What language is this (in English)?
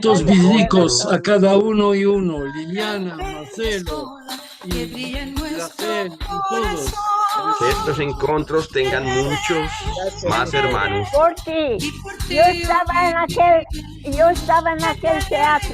Ladino